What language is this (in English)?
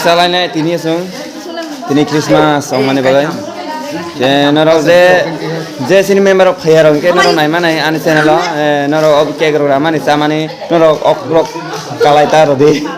Kok Borok